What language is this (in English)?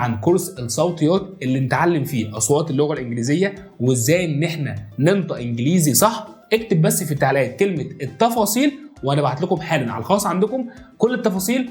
Egyptian Arabic